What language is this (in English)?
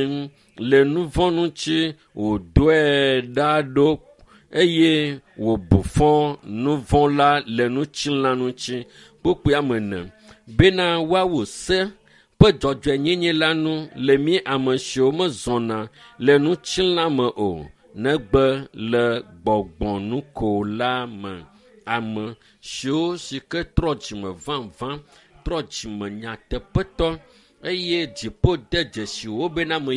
Ewe